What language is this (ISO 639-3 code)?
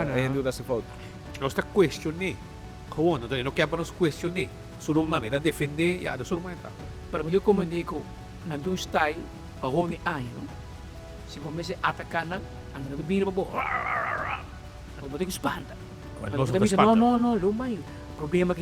pap